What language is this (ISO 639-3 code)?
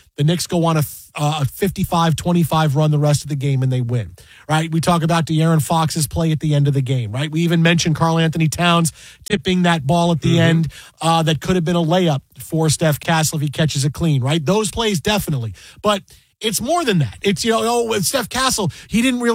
eng